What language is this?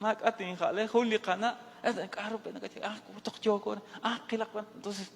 Kekchí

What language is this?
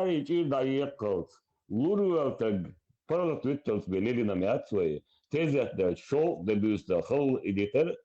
Chechen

